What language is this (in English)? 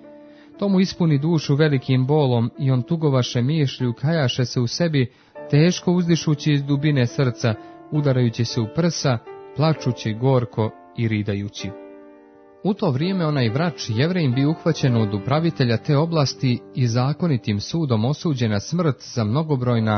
Croatian